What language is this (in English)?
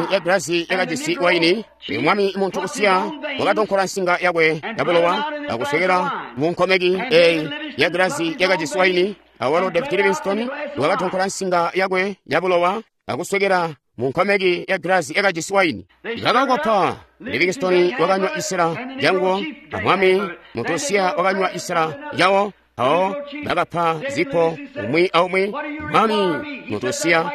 Tonga (Zambia)